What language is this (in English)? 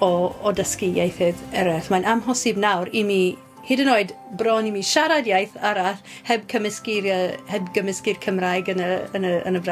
Welsh